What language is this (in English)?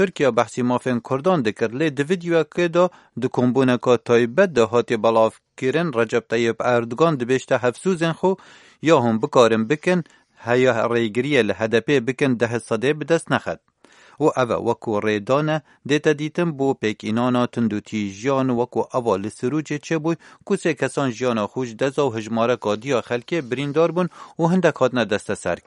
Kurdish